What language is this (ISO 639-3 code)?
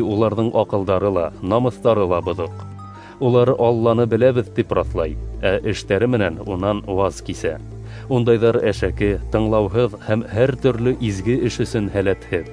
bak